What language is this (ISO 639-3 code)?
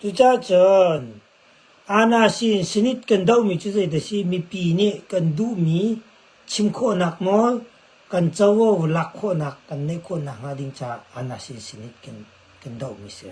cnh